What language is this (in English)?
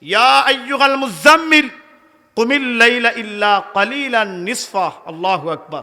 Sylheti